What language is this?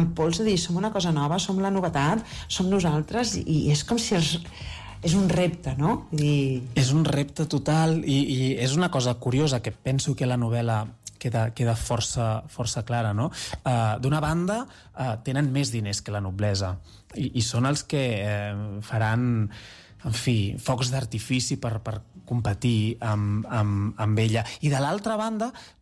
Catalan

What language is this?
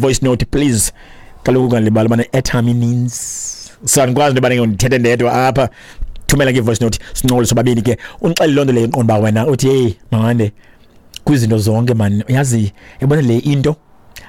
Xhosa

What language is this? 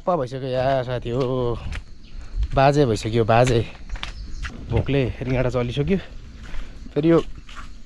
Nepali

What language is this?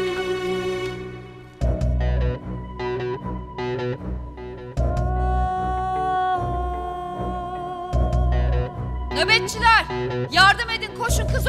Turkish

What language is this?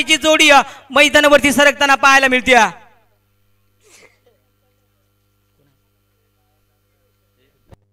Marathi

